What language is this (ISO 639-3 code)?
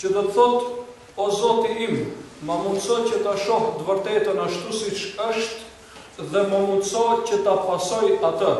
sqi